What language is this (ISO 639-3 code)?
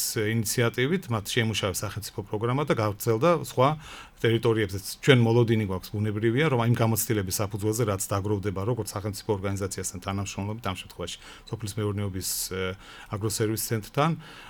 kat